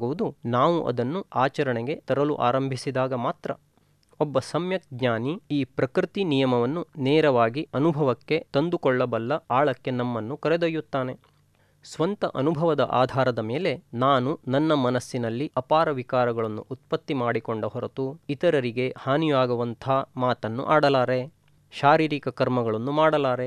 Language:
Kannada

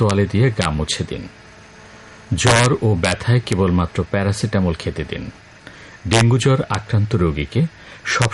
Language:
Bangla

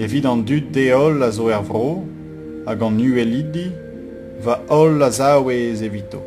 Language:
Breton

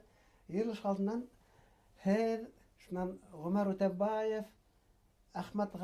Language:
Bashkir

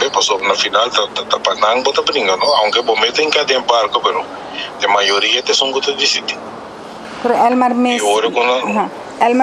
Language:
Papiamento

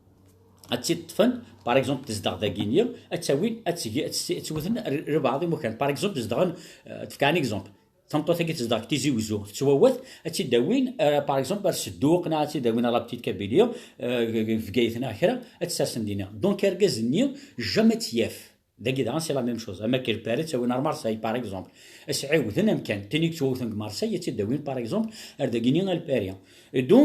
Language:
Kabyle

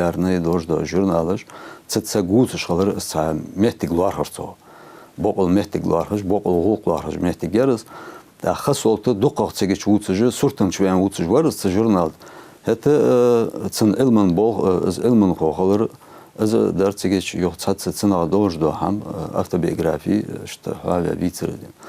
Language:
Ingush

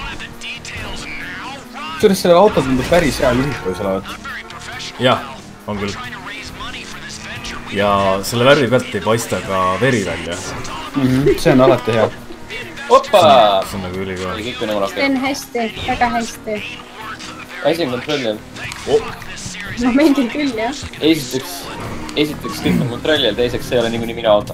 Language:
Estonian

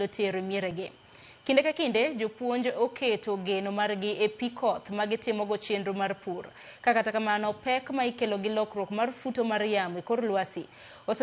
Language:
Luo (Kenya and Tanzania)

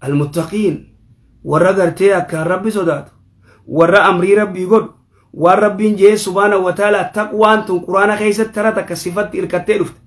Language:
Oromo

